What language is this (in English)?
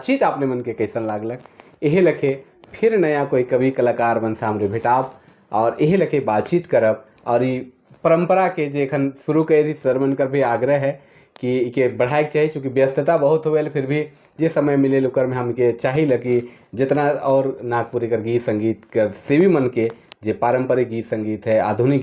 Sadri